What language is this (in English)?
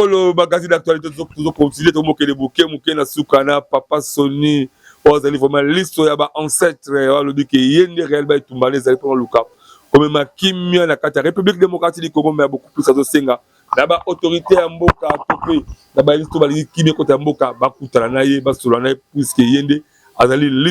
Lingala